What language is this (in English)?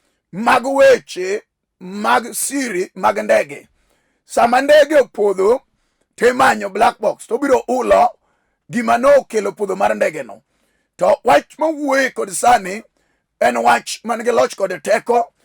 Luo (Kenya and Tanzania)